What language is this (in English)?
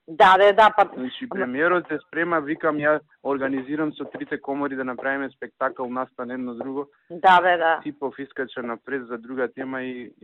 Macedonian